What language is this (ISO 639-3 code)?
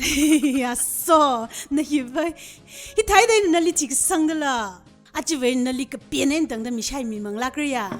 nmf